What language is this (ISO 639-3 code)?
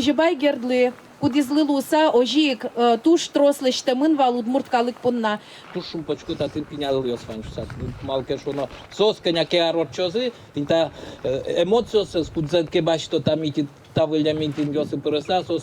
udm